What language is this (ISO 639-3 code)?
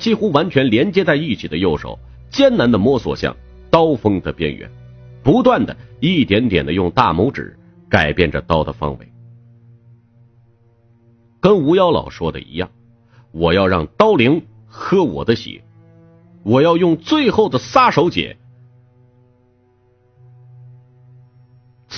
zho